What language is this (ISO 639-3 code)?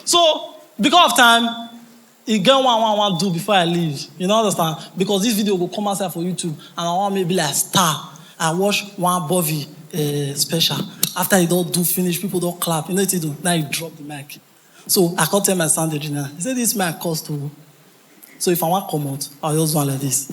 pcm